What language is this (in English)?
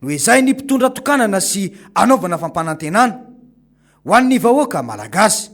Malagasy